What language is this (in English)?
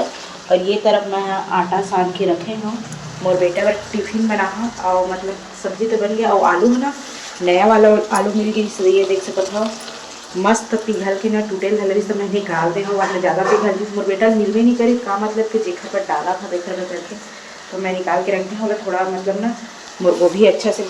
Chhattisgarhi